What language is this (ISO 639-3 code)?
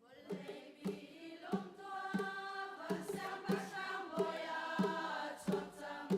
cnh